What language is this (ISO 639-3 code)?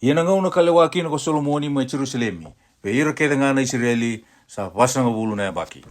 fij